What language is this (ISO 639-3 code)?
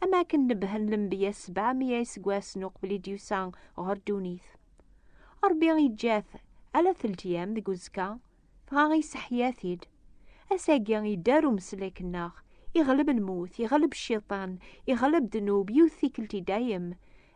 kab